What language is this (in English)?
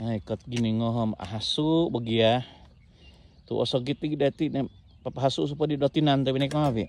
Central Dusun